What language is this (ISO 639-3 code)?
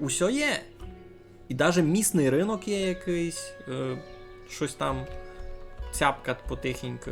rue